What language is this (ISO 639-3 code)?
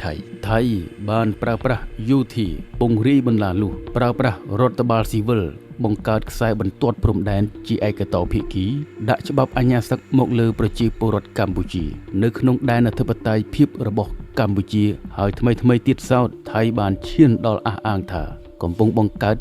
khm